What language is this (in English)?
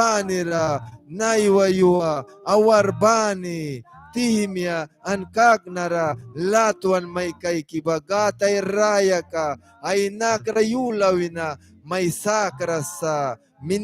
Mískito